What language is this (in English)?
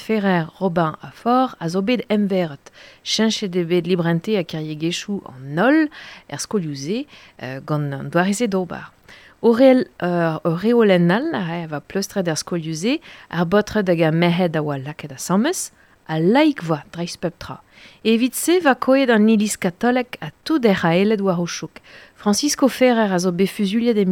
Breton